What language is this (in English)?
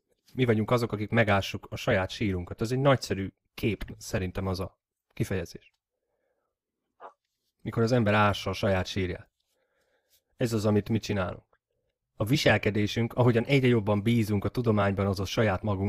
Hungarian